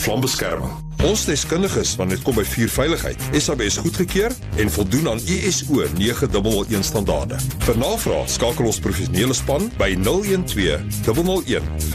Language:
Afrikaans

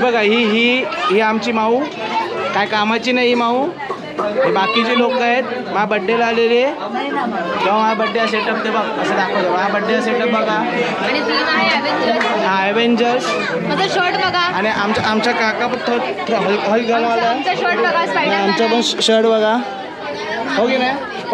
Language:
Marathi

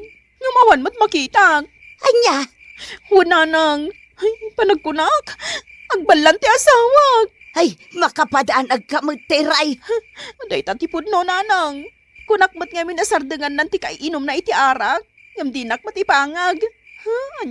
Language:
Iloko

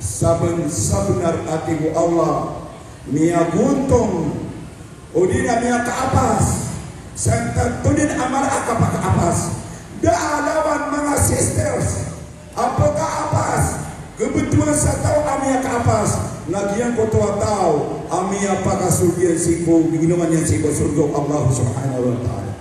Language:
Maranao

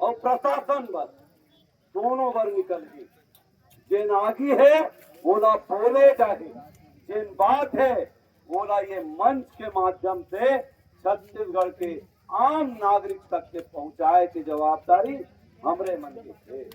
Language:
Chhattisgarhi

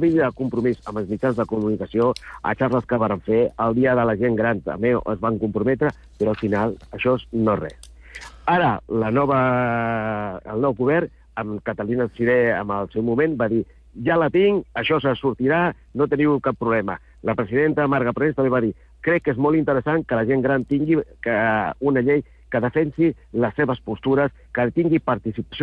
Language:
Catalan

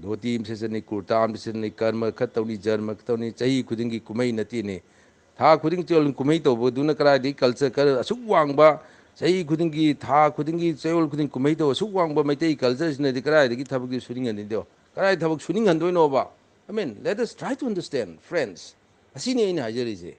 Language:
Manipuri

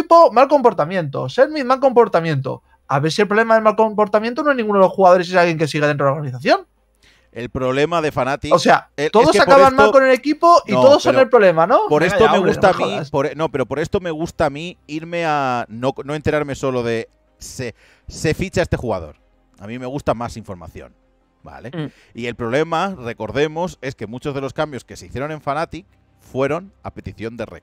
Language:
Spanish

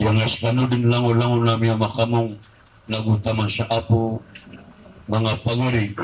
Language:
Maranao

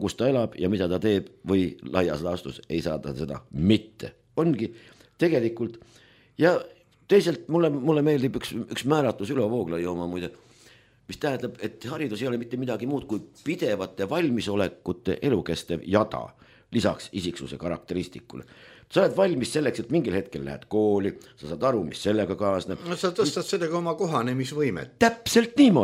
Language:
Estonian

